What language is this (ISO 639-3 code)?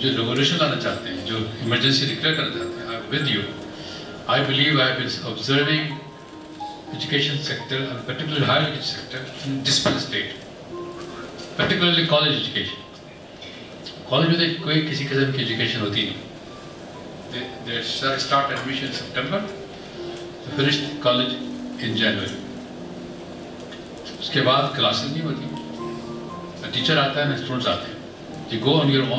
urd